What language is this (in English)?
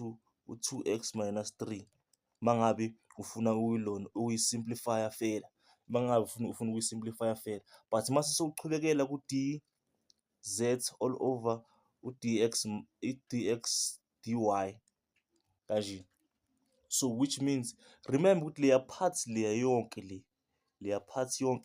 Zulu